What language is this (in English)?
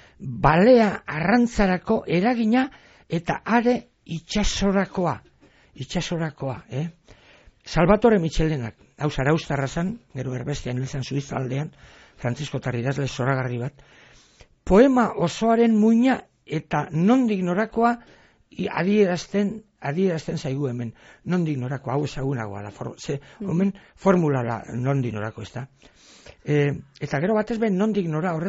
Basque